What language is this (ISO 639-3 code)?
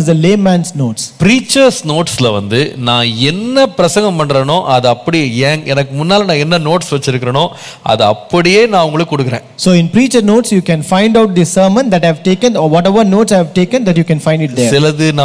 tam